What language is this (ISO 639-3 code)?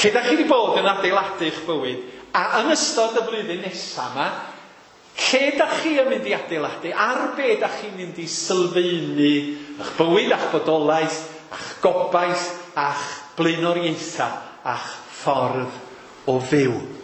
cym